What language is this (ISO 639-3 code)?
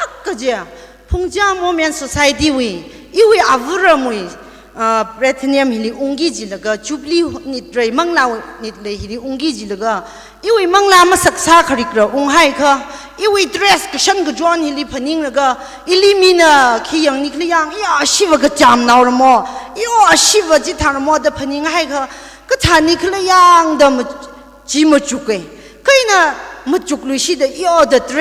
nmf